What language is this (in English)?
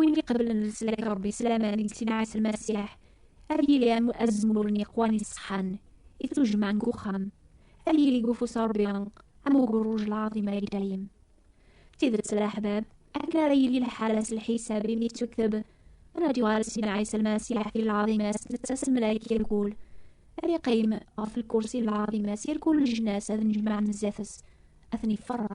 Kabyle